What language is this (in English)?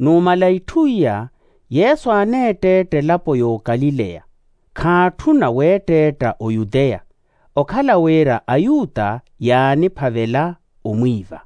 Makhuwa